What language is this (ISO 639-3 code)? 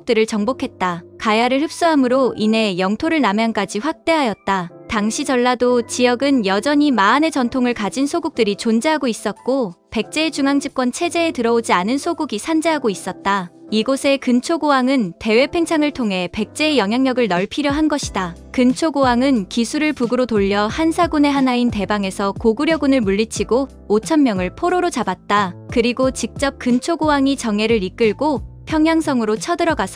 kor